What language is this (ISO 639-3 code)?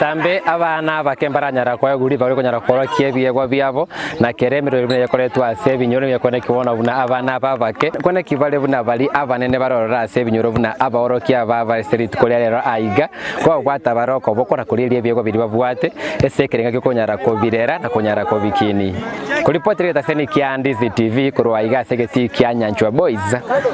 guz